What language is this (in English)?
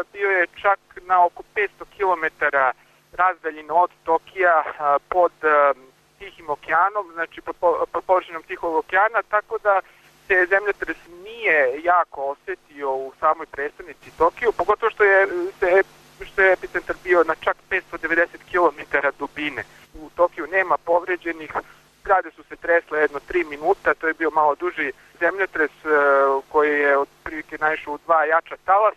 Serbian